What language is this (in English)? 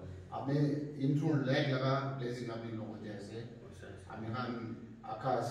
Naga Pidgin